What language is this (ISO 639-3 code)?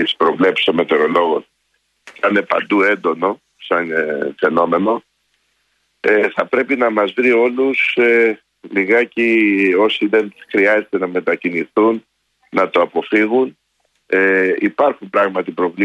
ell